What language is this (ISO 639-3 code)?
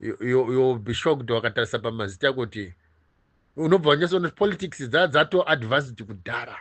sna